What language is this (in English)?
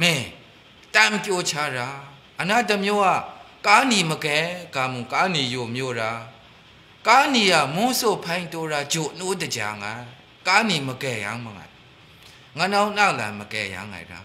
Maru